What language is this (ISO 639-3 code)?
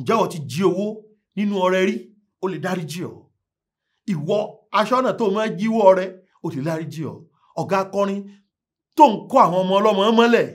yor